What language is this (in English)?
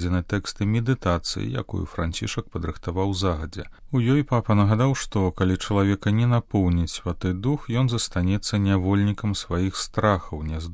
Belarusian